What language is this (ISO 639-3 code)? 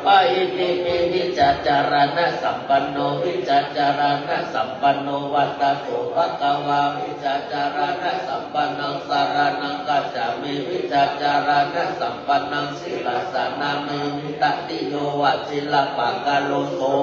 pli